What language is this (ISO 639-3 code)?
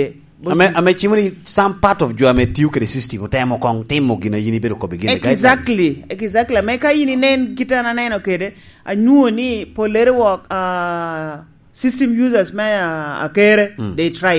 laj